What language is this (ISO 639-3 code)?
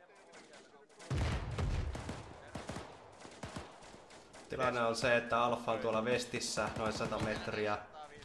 fin